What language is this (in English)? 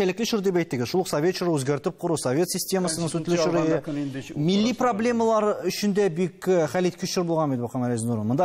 Tatar